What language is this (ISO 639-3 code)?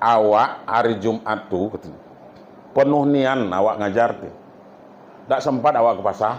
min